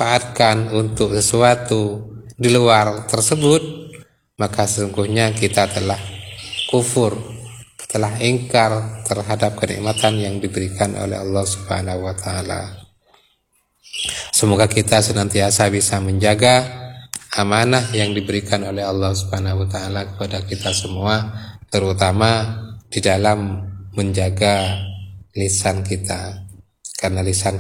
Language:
Indonesian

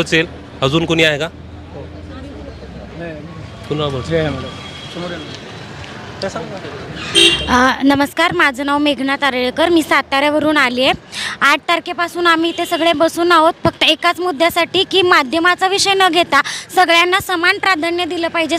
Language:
Marathi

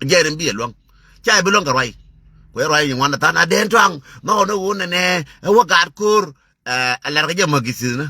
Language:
Nuer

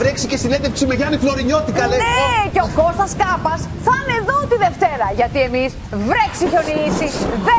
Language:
Greek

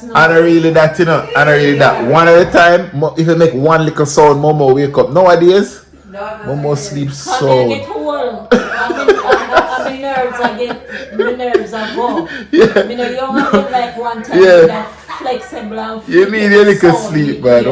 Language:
Jamaican Creole English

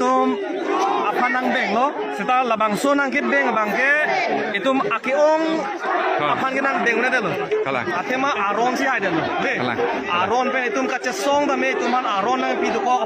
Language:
Karbi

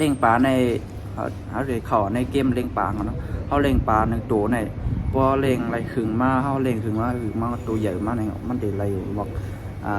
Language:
Shan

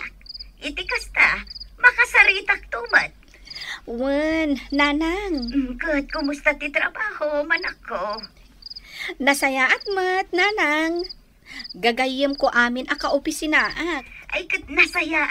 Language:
Iloko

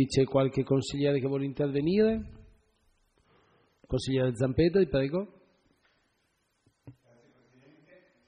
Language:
Italian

